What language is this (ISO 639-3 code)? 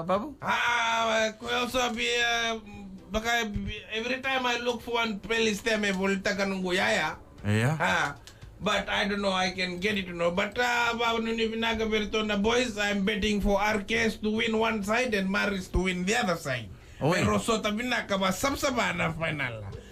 fij